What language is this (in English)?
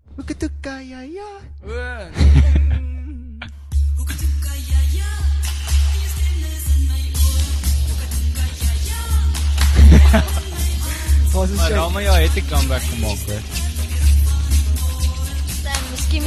Afrikaans